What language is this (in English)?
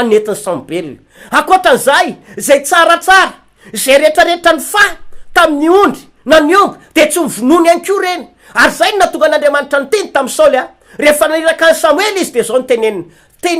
Malagasy